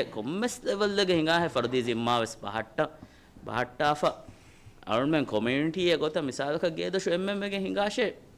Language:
Divehi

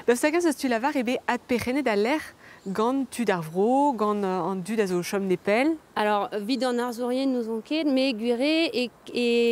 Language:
Breton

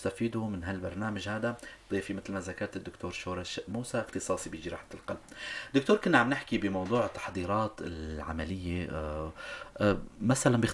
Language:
North Levantine Arabic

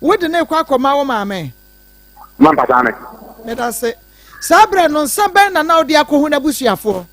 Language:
Akan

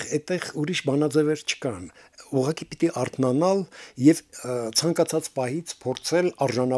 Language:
Armenian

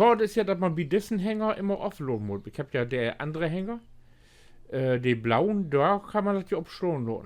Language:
Low German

